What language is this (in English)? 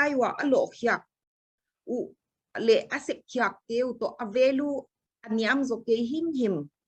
Paite Chin